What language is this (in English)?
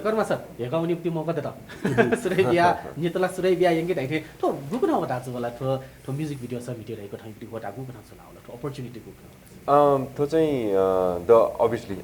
Newari